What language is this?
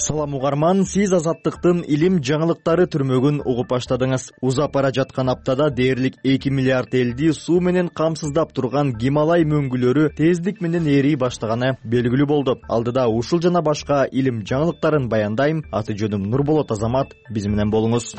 Kyrgyz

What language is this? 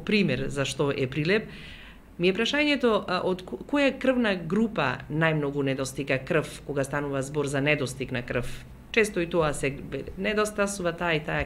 Macedonian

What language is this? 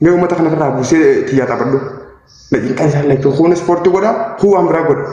Oromo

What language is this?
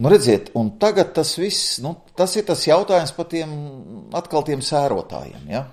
Latvian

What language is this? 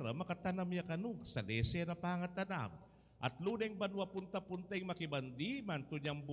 Pampanga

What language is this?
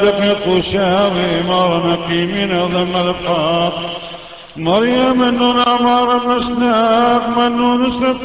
Classical Syriac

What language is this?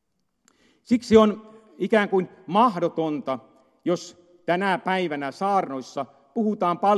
Finnish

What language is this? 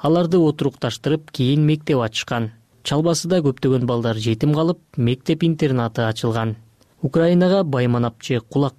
Kyrgyz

